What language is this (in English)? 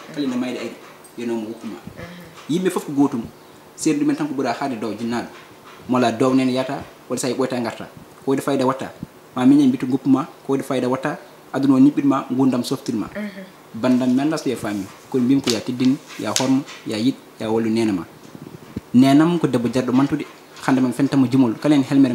Fula